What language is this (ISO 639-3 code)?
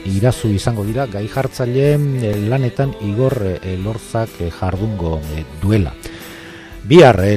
eus